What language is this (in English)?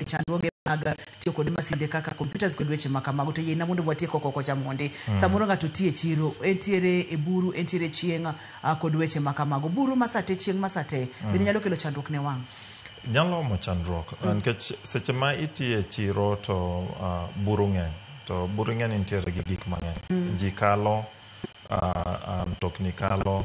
Luo (Kenya and Tanzania)